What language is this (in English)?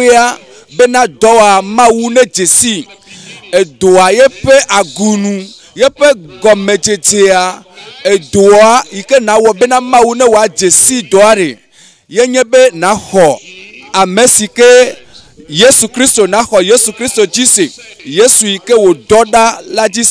Ewe